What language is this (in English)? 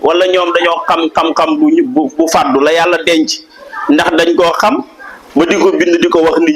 Wolof